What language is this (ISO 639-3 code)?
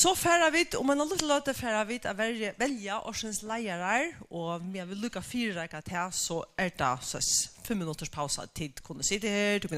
fao